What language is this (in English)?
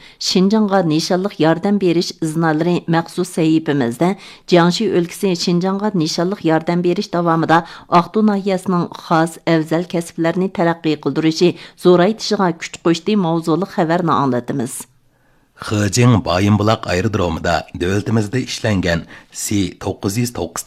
Uyghur